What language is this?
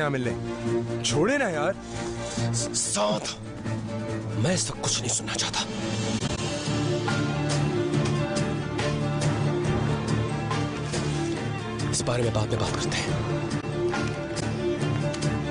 Hindi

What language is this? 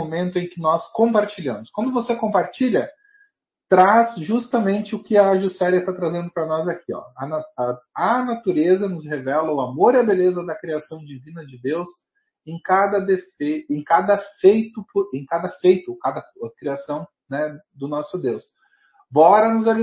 Portuguese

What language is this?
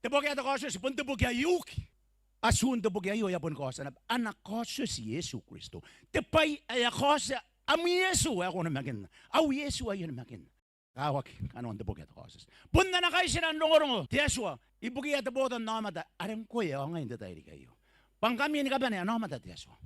Gilbertese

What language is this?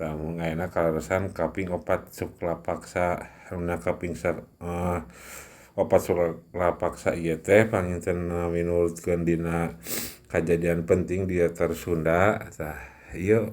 Sundanese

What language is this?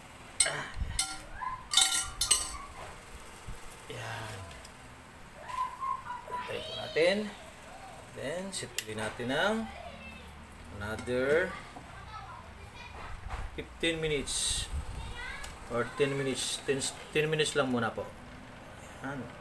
Filipino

